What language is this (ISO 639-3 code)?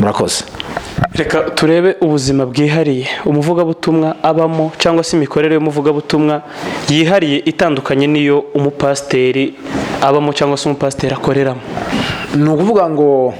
kin